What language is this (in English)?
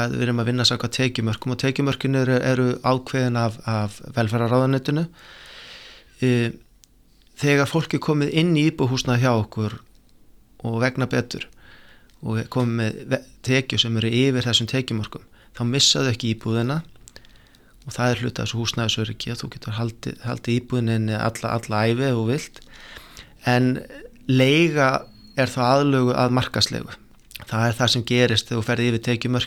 Icelandic